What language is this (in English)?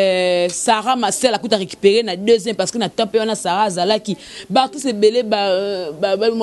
Lingala